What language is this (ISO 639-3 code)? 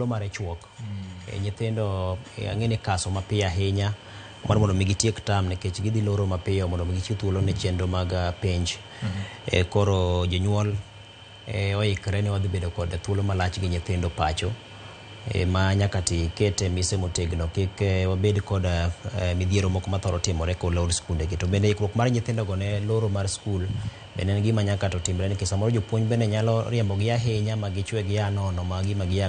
luo